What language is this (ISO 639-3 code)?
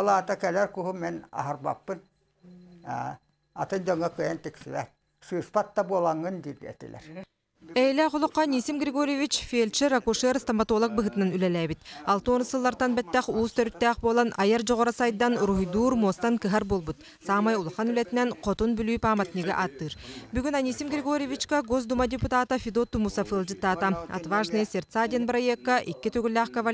sah